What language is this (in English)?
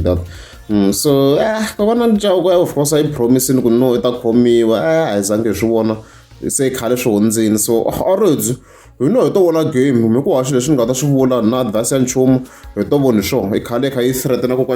Tsonga